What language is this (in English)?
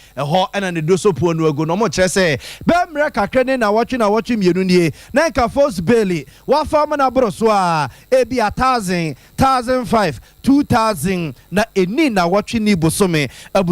Akan